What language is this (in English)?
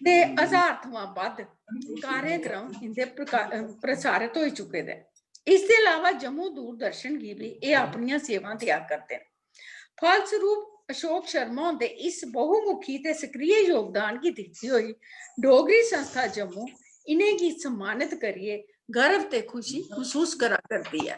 Dogri